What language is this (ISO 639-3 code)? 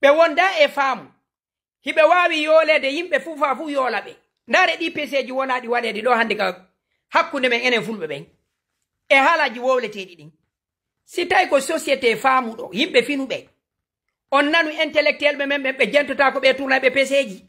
ful